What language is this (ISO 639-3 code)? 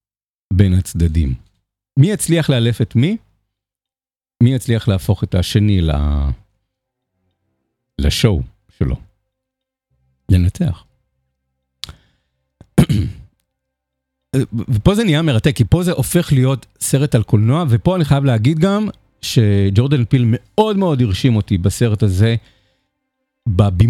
heb